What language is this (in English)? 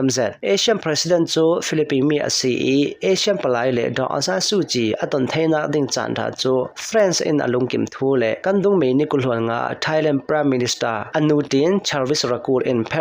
Hakha Chin